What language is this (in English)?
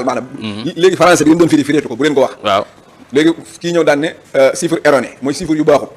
Wolof